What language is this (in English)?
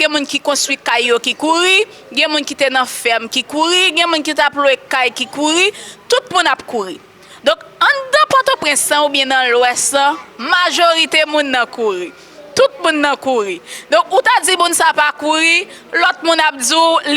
Haitian Creole